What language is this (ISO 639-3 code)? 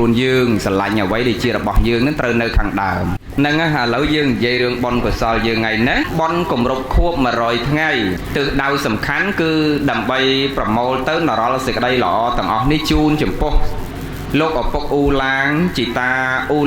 khm